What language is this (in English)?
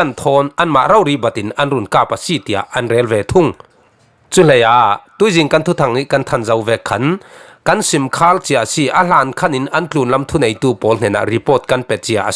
Falam Chin